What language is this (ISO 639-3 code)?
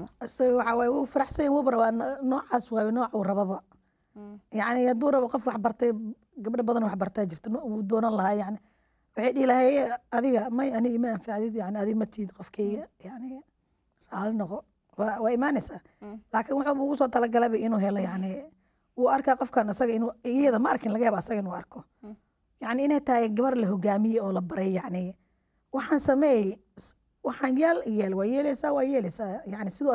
som